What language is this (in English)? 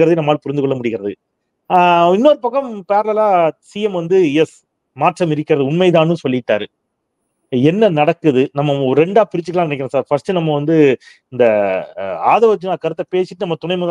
Tamil